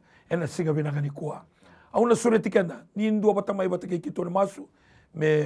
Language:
Fijian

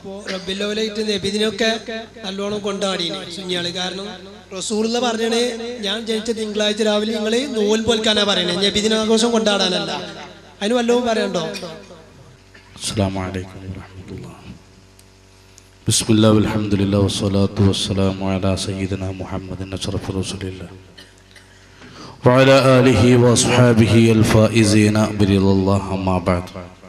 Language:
Malayalam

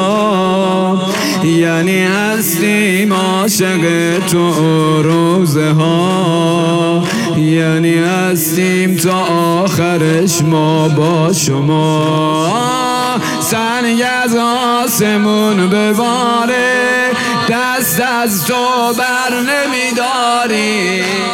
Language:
Persian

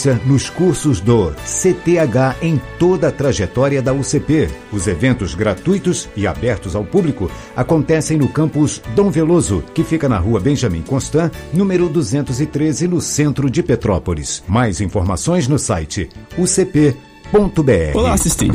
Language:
Portuguese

